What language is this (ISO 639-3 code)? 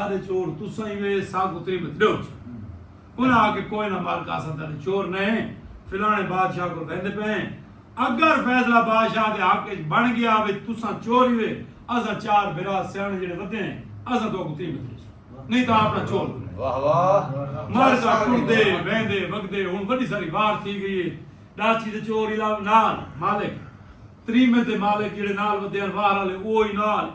skr